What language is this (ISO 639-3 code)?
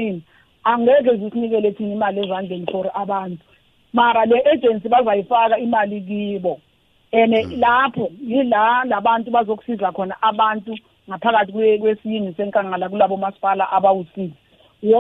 nbl